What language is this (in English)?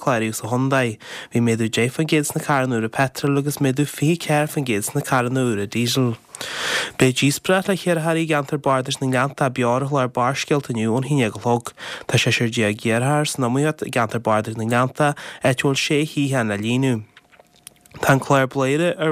Irish